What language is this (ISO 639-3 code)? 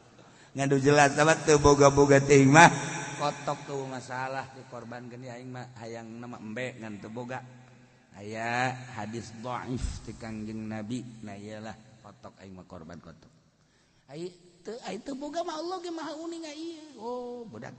sun